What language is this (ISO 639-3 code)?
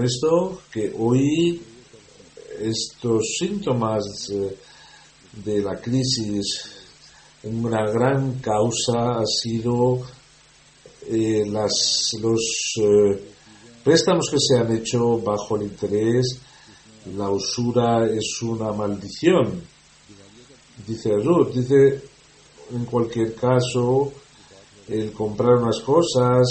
spa